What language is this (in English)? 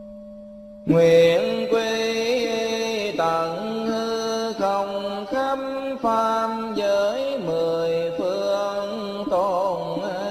Vietnamese